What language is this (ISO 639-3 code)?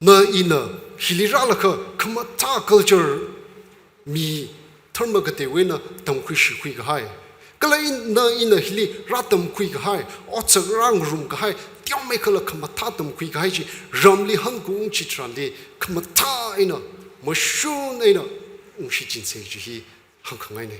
nmf